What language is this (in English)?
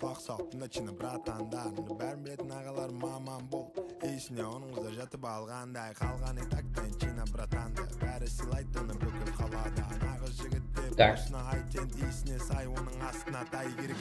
Kara-Kalpak